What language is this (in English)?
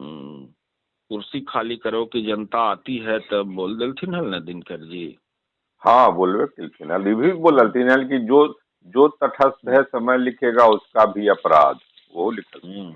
Magahi